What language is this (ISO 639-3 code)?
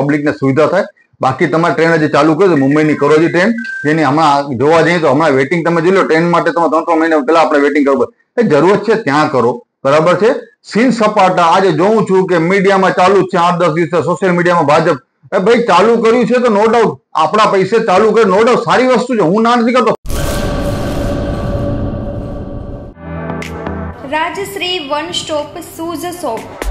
guj